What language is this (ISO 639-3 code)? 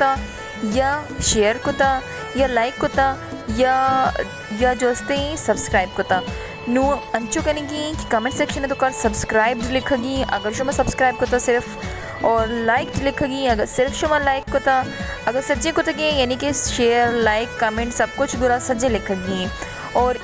bal